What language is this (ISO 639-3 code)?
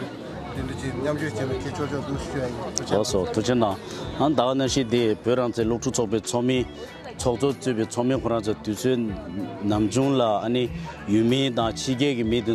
bod